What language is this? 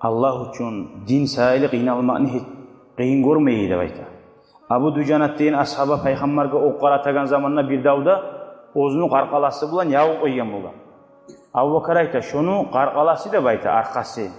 Kumyk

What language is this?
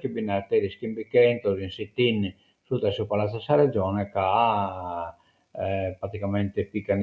Sardinian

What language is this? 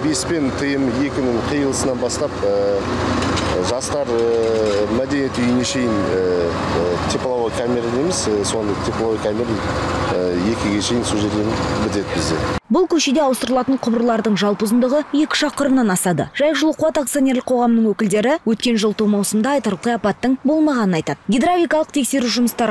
Kazakh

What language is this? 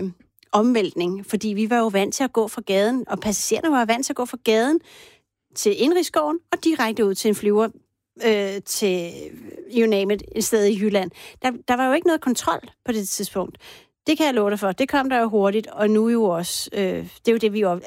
Danish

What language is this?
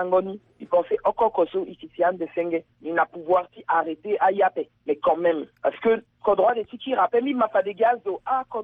Sango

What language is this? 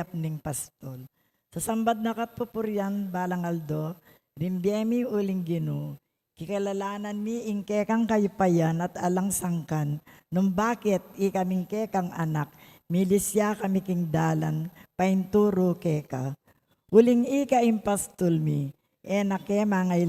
Pampanga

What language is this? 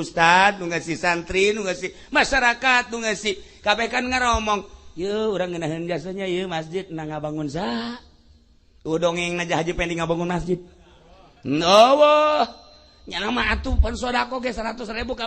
Sundanese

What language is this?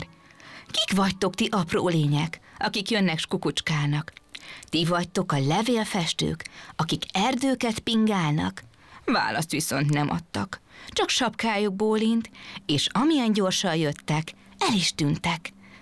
Hungarian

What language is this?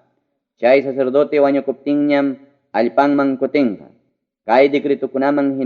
Ayacucho Quechua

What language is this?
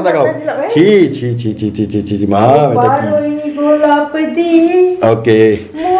Bangla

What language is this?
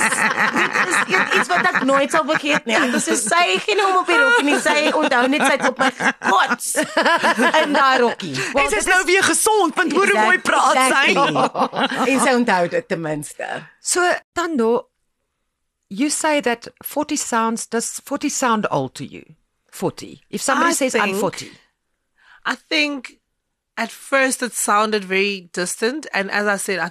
Afrikaans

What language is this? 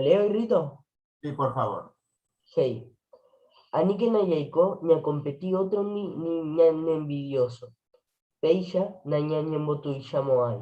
Guarani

